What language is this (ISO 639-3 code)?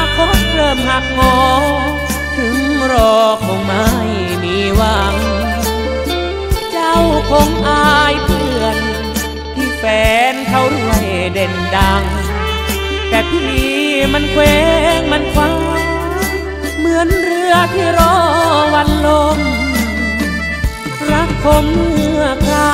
tha